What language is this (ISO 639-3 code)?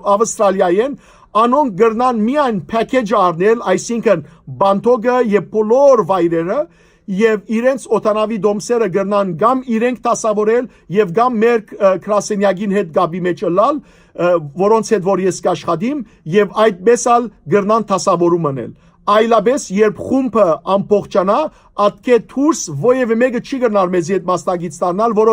hyw